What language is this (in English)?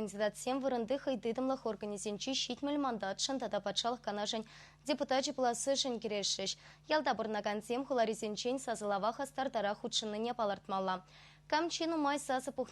Chuvash